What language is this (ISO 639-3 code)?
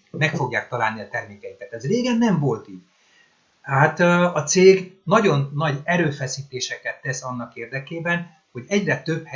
hun